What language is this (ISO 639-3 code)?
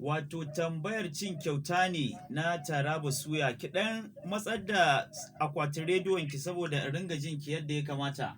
hau